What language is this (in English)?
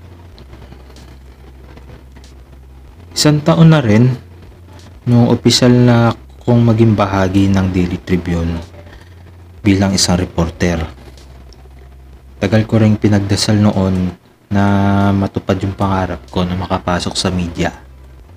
Filipino